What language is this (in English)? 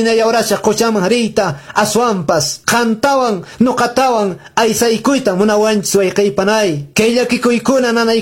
Quechua